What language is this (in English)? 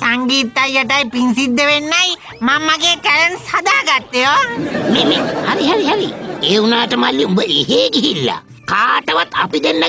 Sinhala